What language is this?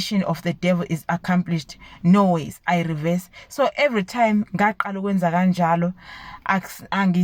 Zulu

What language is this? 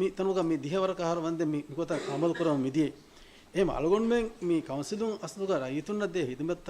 Divehi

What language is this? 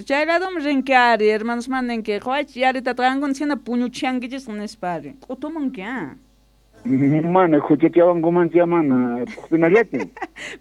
Quechua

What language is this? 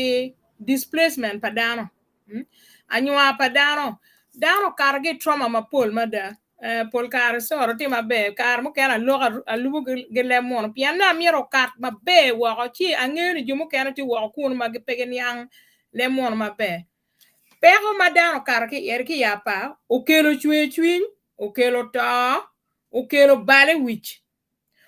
Acoli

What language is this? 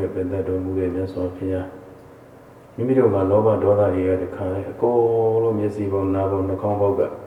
Burmese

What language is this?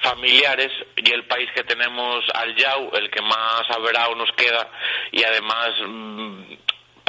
Asturian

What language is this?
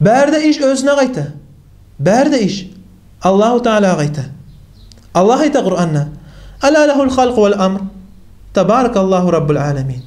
Kumyk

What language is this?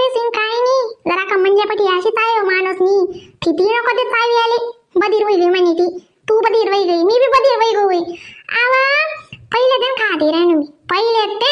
Khandesi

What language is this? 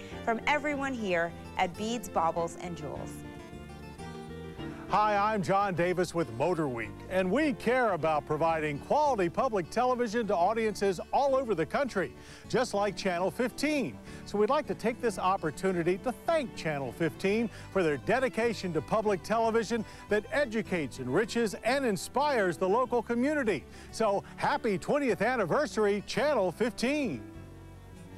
English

